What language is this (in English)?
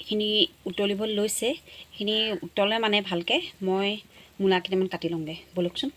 Assamese